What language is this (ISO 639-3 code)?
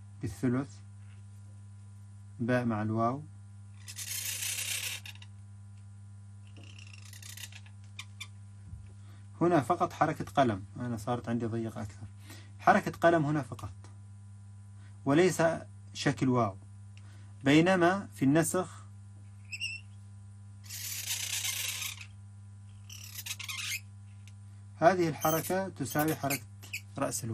ara